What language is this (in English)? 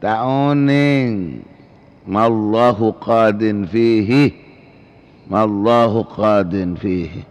Madurese